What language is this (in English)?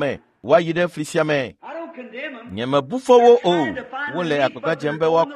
Ewe